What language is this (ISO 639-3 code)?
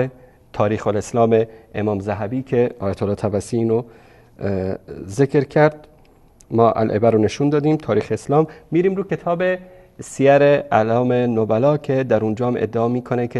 fas